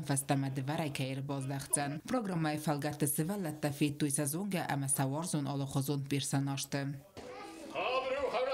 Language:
Ossetic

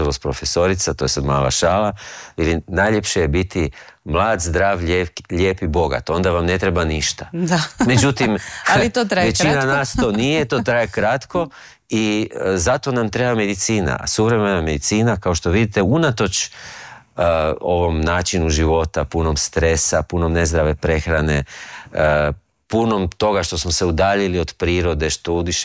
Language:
Croatian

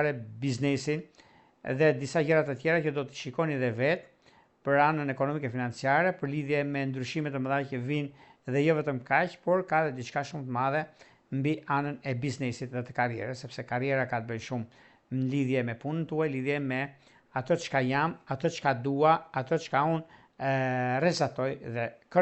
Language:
Albanian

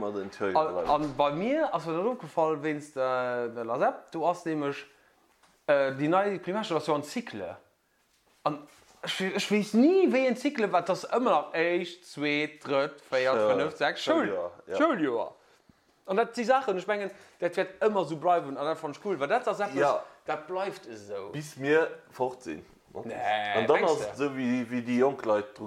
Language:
Luxembourgish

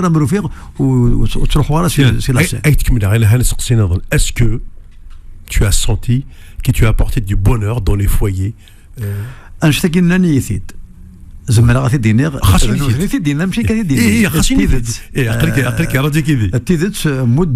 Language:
Kabyle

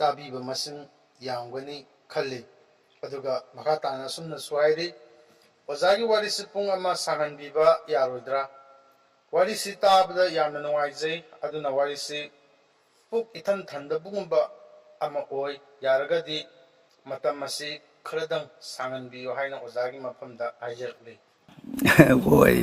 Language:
Manipuri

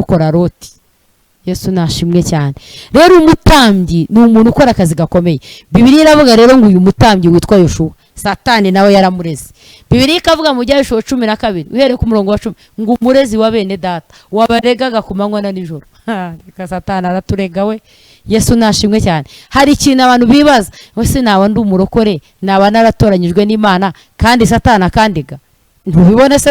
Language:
Kinyarwanda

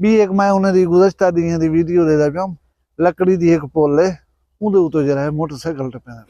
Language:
Saraiki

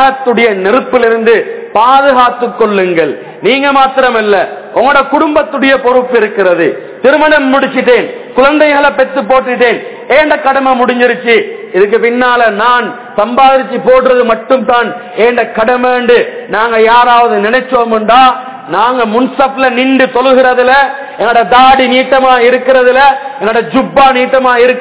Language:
Tamil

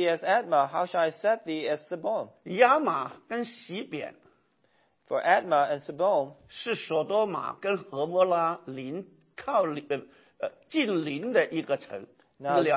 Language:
Chinese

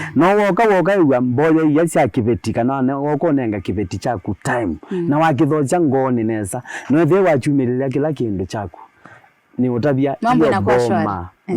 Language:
Kamba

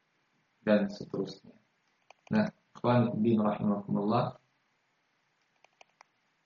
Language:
Indonesian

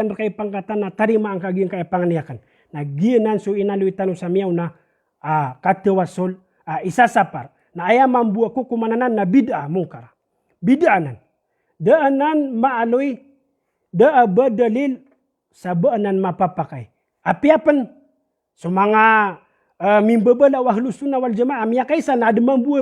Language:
Maranao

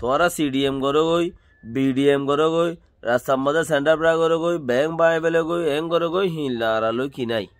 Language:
Rohingya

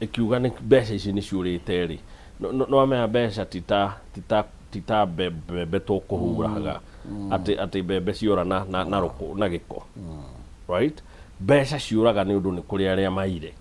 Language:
Kikuyu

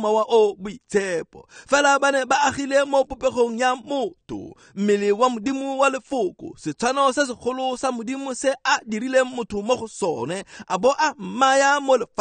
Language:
Tswana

